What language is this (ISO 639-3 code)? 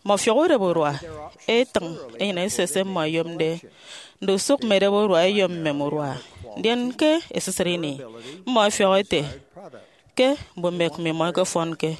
efi